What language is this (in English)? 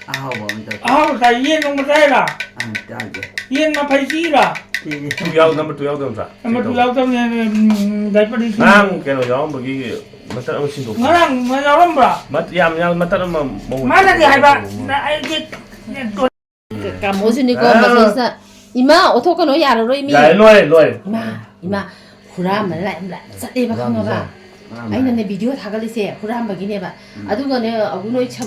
Manipuri